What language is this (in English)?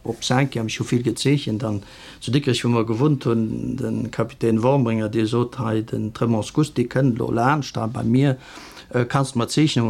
Luxembourgish